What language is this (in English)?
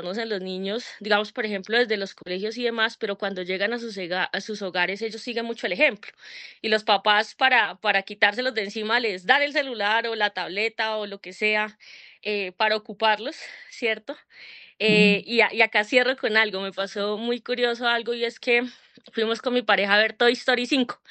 Spanish